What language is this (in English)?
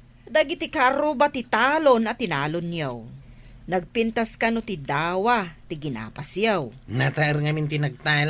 Iloko